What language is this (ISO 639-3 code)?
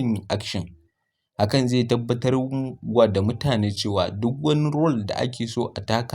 hau